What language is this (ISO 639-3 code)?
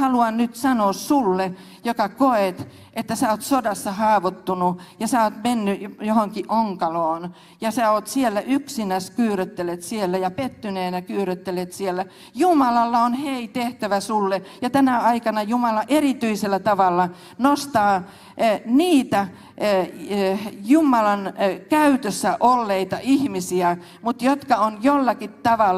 fin